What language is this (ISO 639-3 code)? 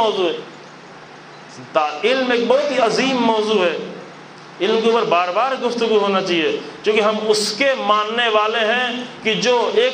urd